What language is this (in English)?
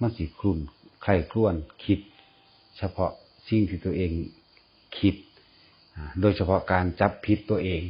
Northeastern Thai